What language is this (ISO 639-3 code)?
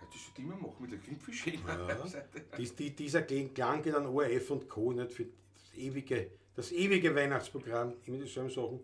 bar